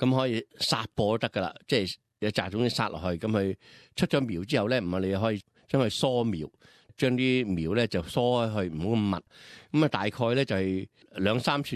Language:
Cantonese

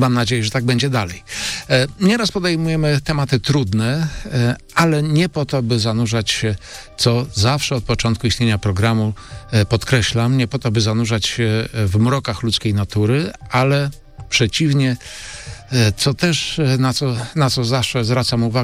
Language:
Polish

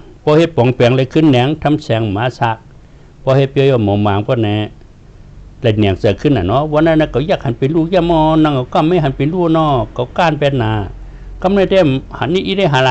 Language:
Shan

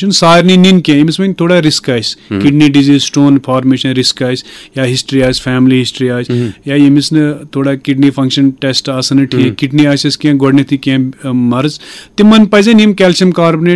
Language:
Kashmiri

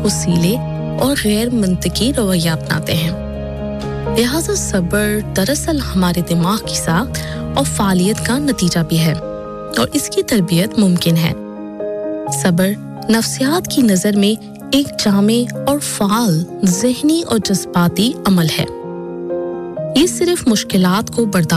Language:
Urdu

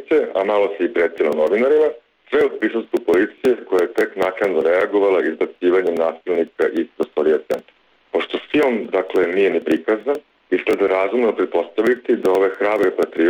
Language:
Serbian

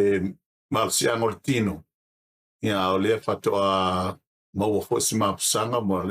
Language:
Samoan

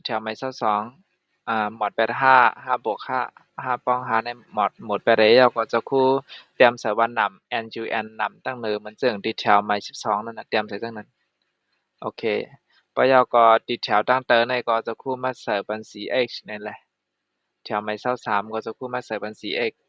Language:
Shan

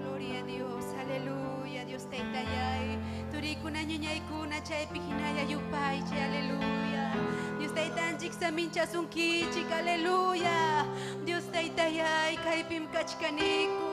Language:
Ayacucho Quechua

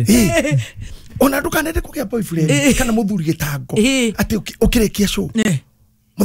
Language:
Kikuyu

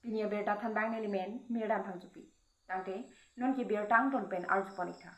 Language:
Karbi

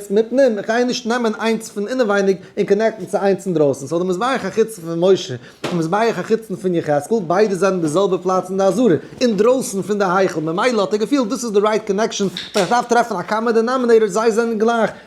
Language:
Yiddish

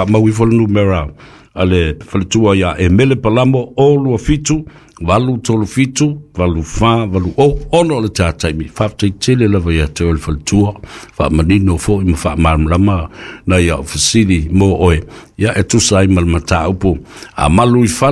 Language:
Samoan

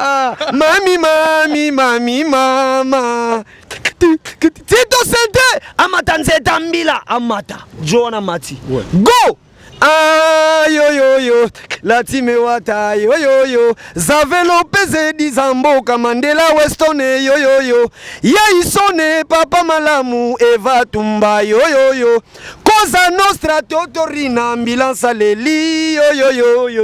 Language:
Lingala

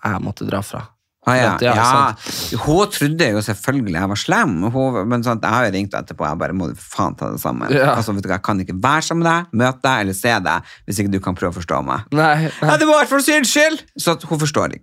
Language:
Norwegian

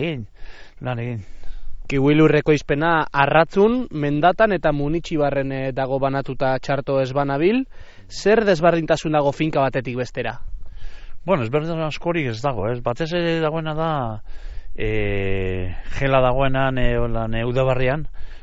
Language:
Basque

